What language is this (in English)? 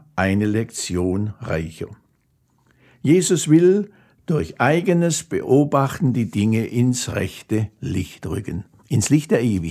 German